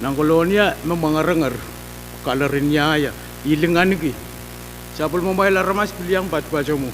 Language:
Pohnpeian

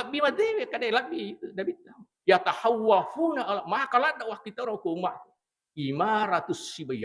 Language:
Buginese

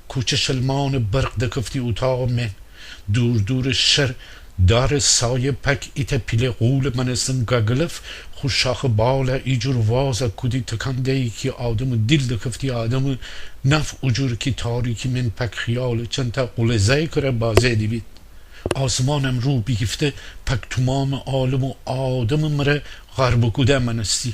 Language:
Gilaki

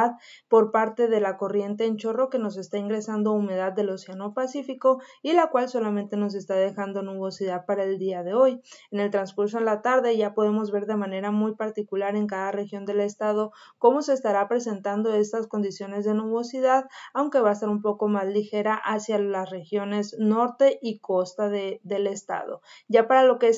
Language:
Spanish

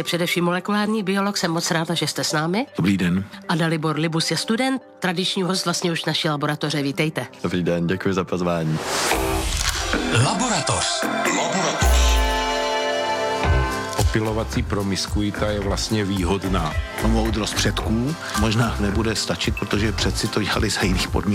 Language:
Czech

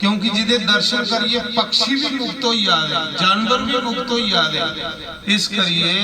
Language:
Dogri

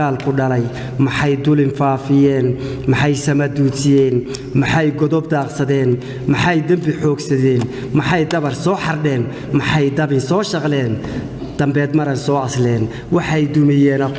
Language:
Somali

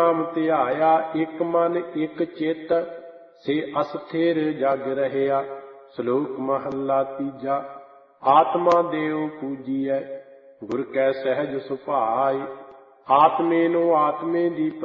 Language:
Punjabi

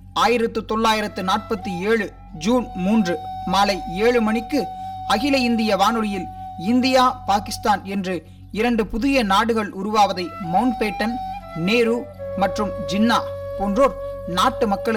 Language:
Tamil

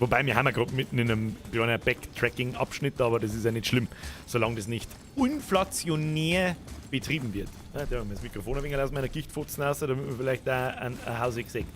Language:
Bavarian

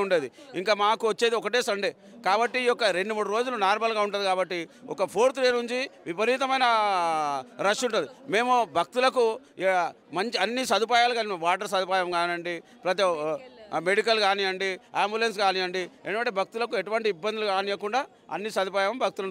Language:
Telugu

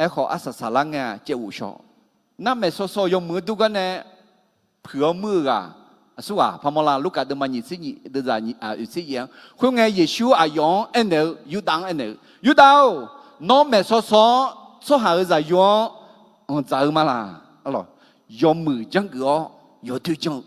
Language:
Akha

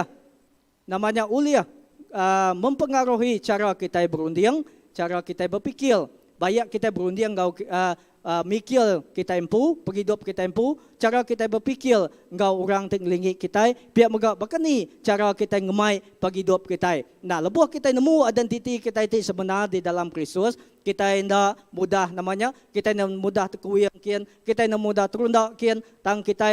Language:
Iban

